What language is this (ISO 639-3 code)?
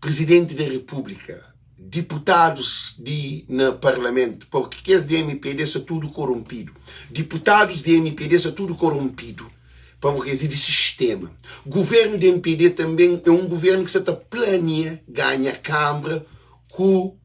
kea